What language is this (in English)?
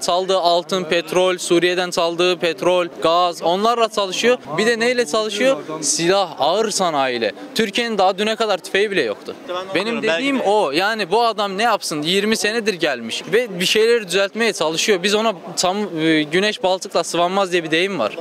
Turkish